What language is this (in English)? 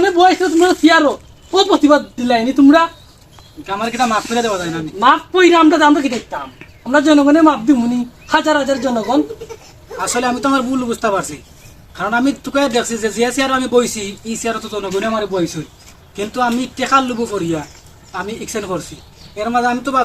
Sylheti